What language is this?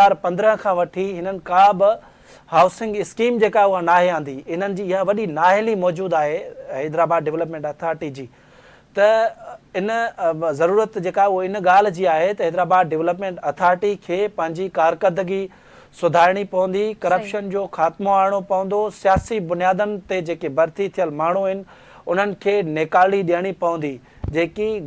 Sindhi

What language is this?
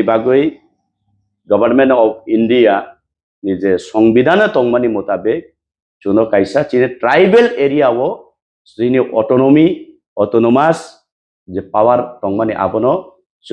Kok Borok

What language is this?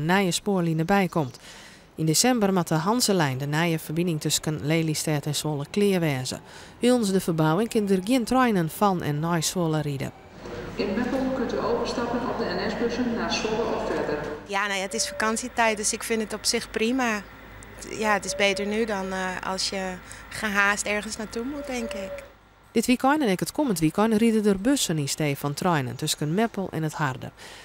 Western Frisian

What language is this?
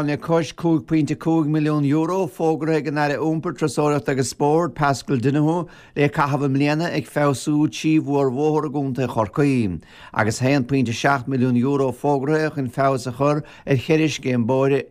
Irish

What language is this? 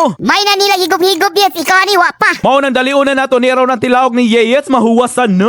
Cebuano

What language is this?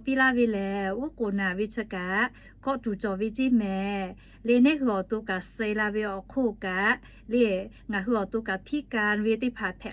Lahu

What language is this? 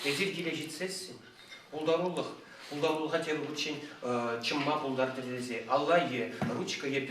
Chuvash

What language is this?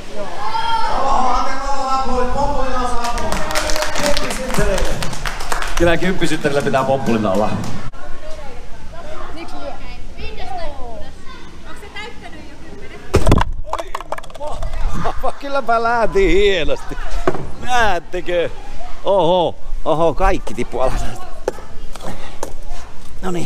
Finnish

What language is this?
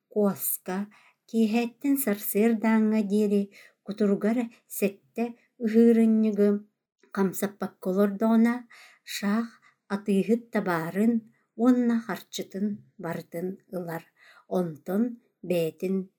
Yakut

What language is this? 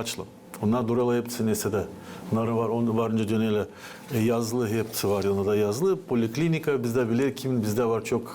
Gagauz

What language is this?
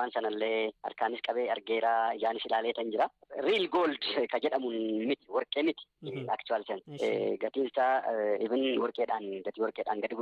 Oromo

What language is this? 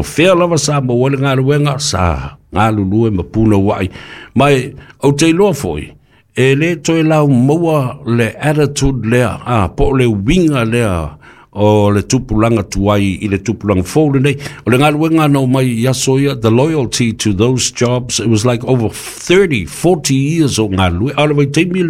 Samoan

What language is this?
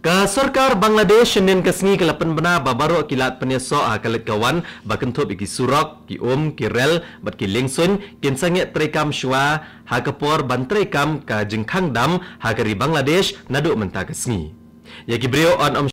Khasi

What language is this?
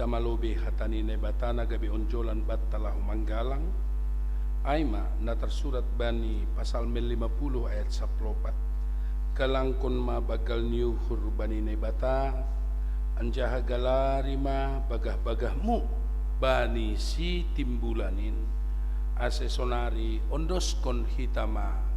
Batak Simalungun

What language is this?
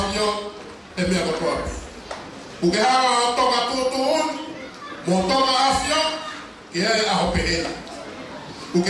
Tongan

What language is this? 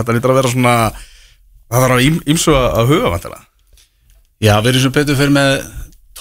Icelandic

